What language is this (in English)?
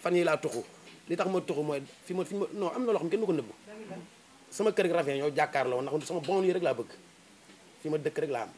Wolof